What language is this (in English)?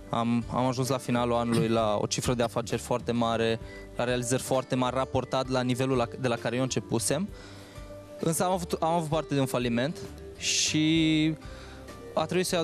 Romanian